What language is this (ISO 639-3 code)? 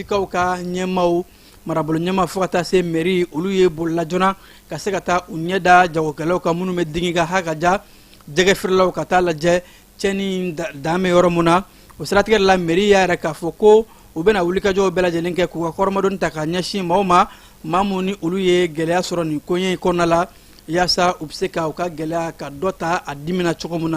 bam